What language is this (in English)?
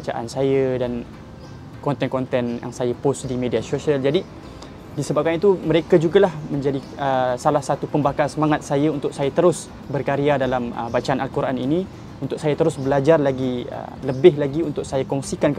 Malay